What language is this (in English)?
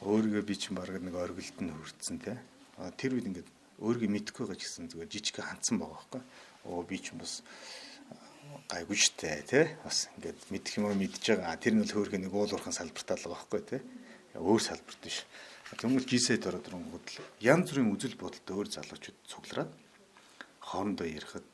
Mongolian